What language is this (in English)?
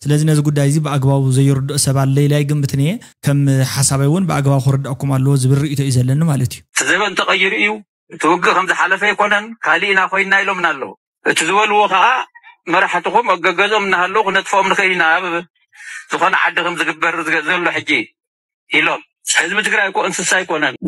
Tigrinya